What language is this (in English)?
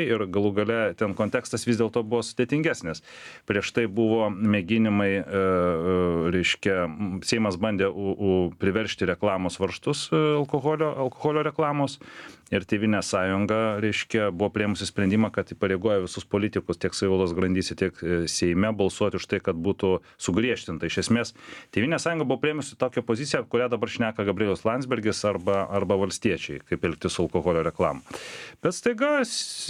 Lithuanian